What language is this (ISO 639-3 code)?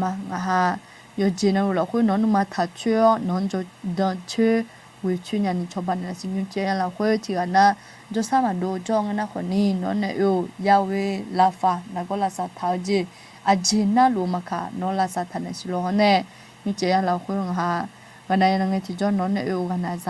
ahk